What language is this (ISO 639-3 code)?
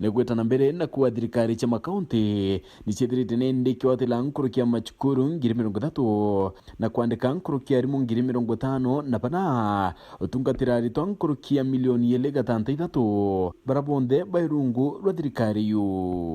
mer